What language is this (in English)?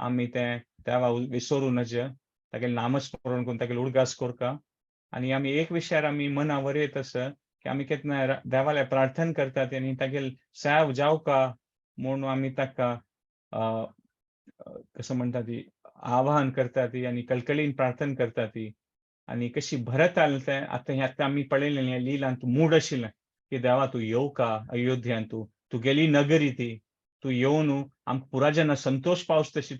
Konkani